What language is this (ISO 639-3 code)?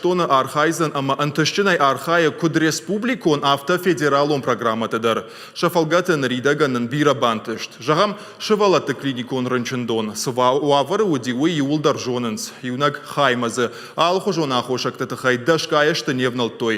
oss